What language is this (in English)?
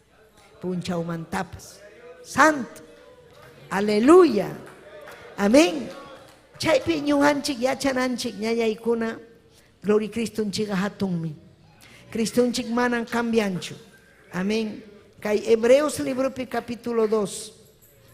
Ayacucho Quechua